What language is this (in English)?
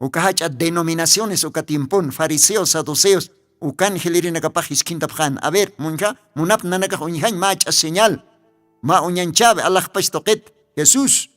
Aymara